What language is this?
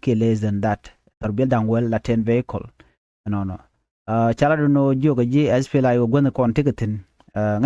Nuer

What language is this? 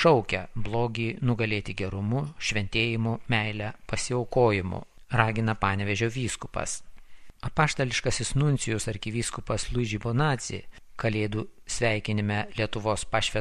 Lithuanian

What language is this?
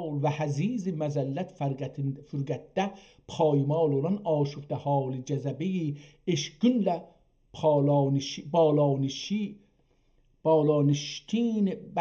South Azerbaijani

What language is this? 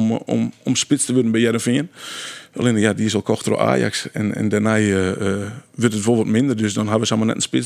Western Frisian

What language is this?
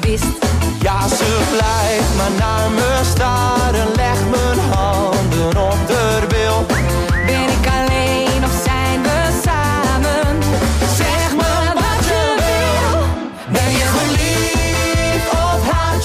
Dutch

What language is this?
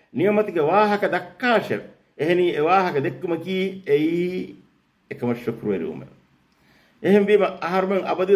Divehi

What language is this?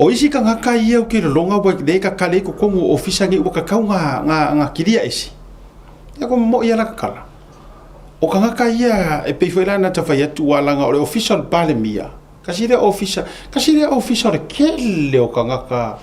Samoan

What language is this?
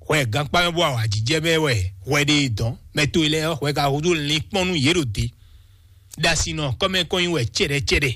Fon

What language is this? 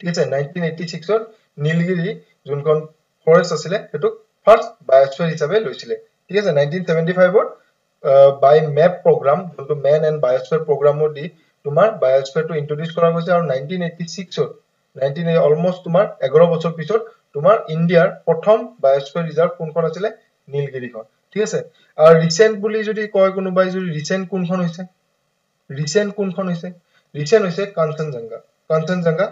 Assamese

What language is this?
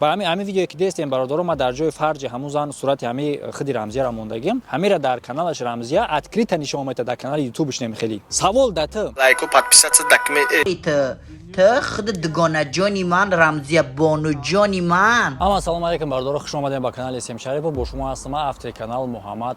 Tajik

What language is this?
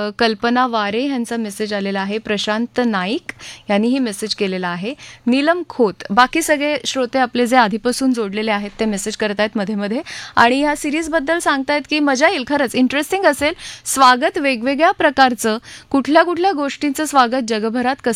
Marathi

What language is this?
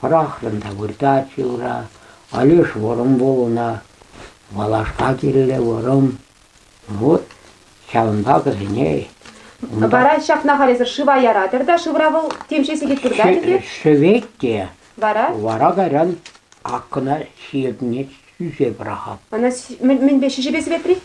Chuvash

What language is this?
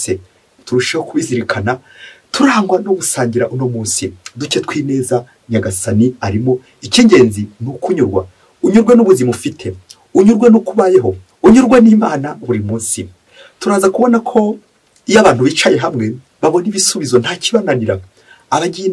Kinyarwanda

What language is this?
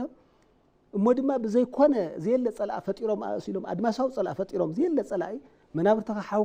Tigrinya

